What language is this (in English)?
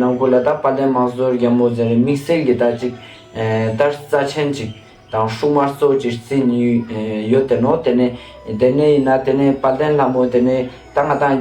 Ladakhi